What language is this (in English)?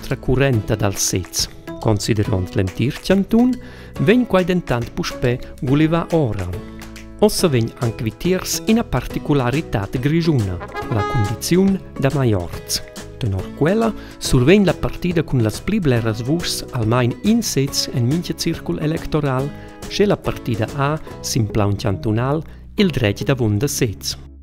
Romansh